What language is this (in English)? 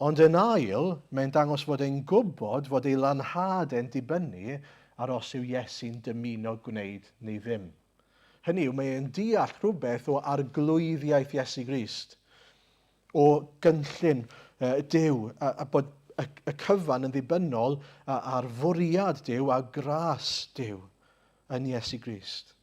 Welsh